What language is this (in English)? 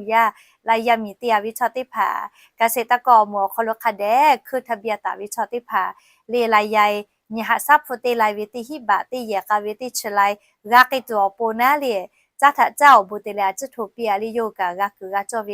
Lahu